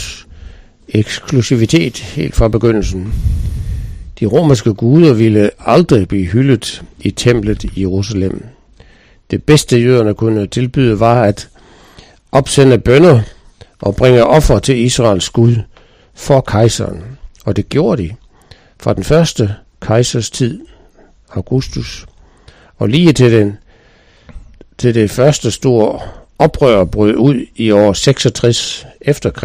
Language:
Danish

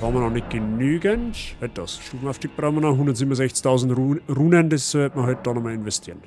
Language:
Bavarian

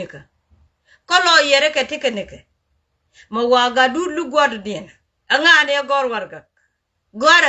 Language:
Nuer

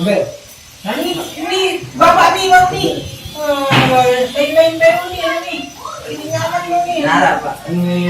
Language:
Sasak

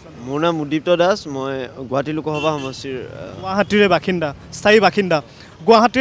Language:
Assamese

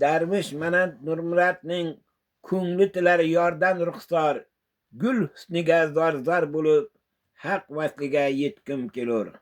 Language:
Uzbek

